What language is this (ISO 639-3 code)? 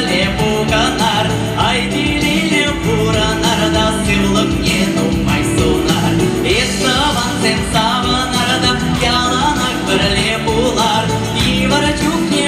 chv